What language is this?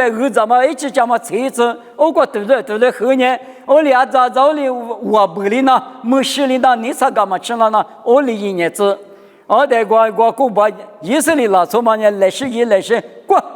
Lisu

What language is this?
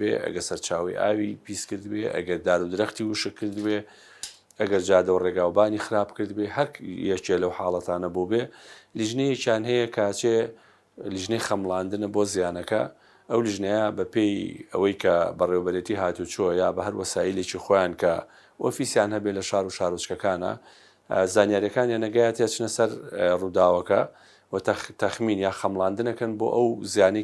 Central Kurdish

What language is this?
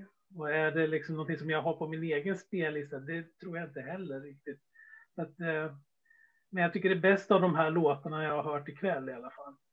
Swedish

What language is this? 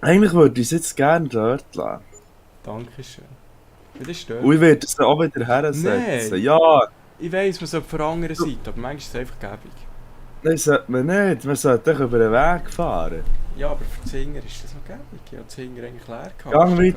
Swiss German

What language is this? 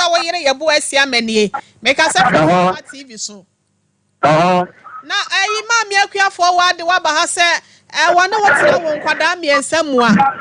Akan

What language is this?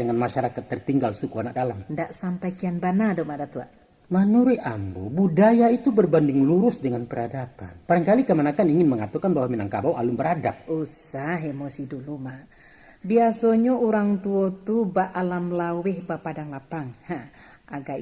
Minangkabau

